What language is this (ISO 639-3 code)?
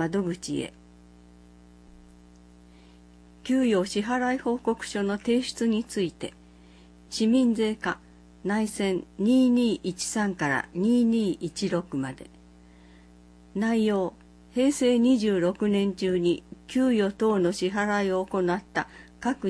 jpn